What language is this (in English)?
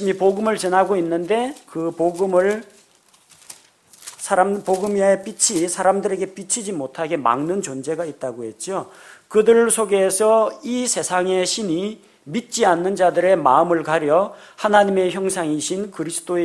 Korean